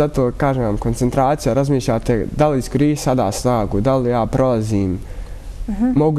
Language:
Bosnian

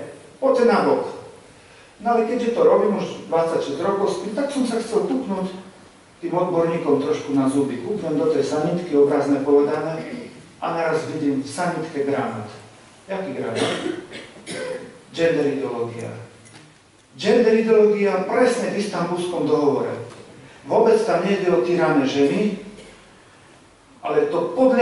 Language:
Slovak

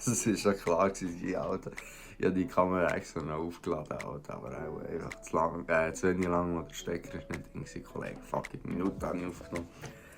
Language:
Swiss German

